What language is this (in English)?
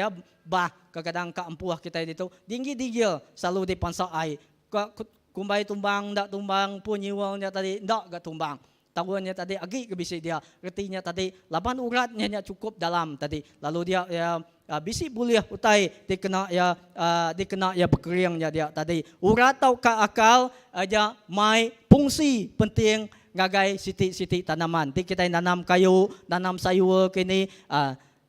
Iban